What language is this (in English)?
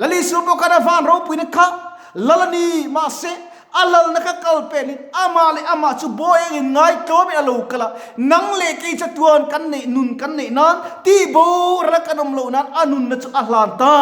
Mizo